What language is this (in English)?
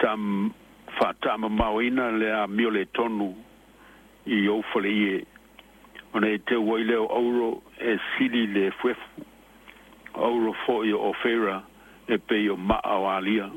Samoan